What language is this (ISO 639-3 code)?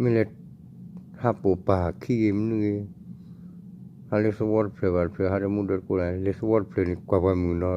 ksw